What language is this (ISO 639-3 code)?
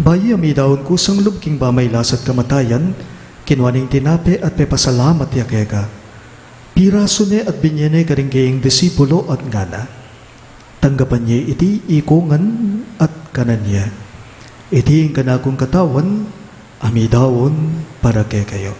pam